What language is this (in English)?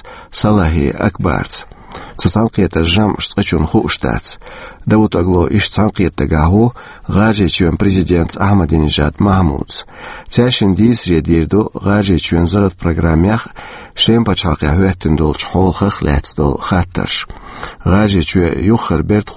Chechen